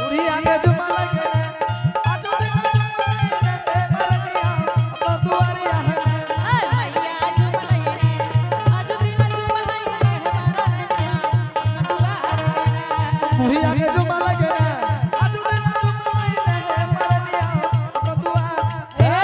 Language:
Angika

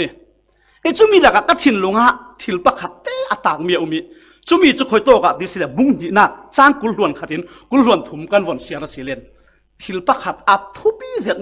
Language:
Falam Chin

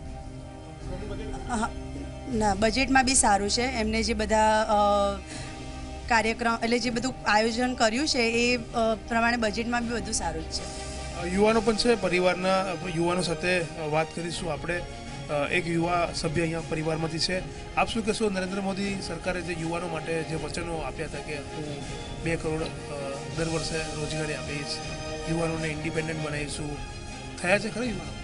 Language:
Gujarati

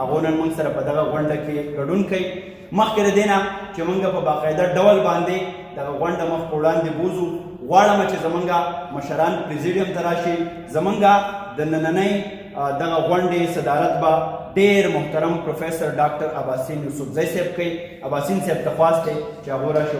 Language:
Pashto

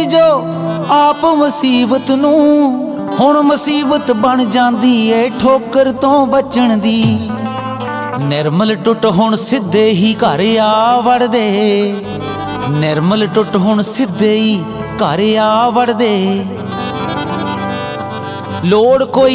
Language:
Punjabi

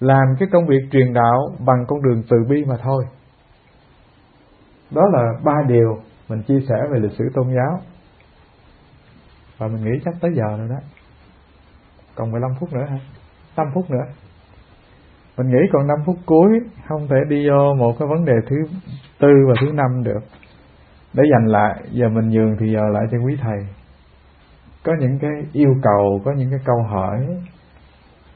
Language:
Vietnamese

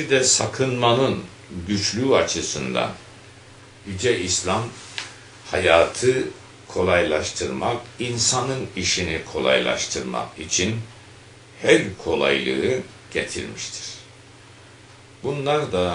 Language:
Turkish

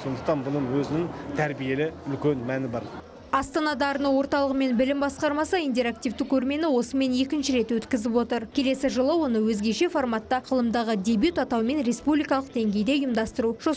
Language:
Kazakh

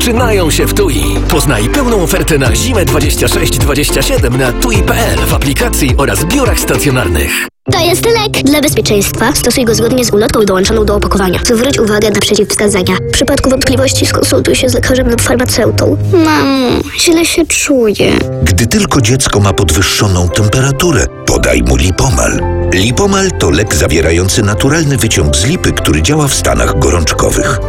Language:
Polish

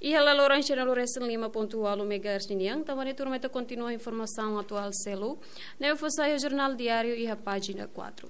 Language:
Tetum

